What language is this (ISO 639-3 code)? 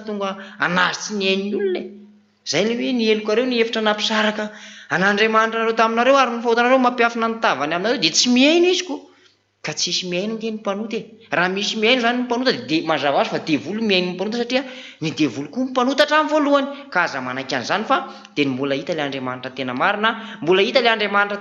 mlg